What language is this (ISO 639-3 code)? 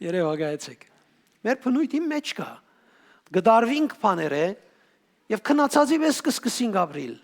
hyw